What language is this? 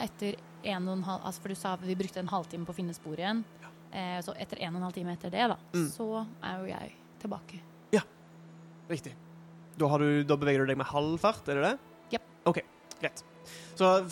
Norwegian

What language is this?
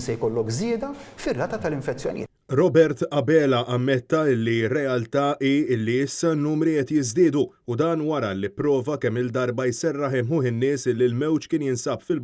Maltese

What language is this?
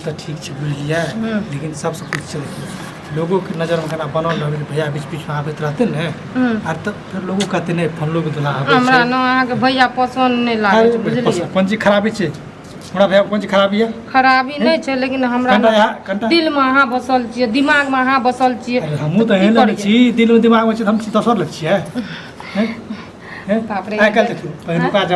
Maithili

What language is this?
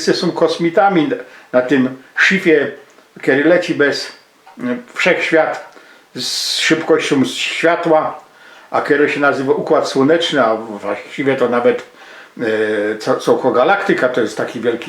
Silesian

